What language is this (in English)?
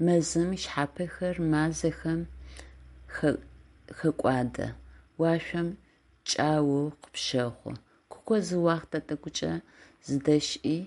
Adyghe